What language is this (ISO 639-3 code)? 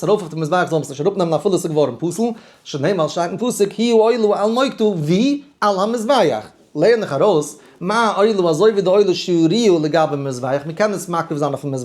yid